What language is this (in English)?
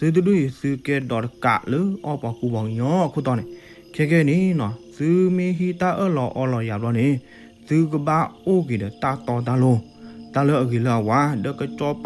S'gaw Karen